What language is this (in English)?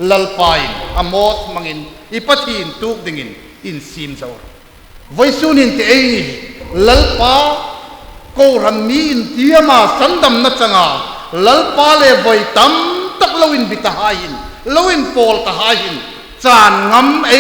Hmar